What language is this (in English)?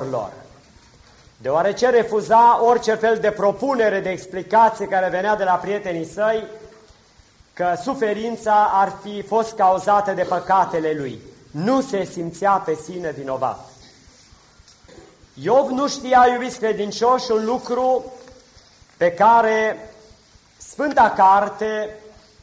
Romanian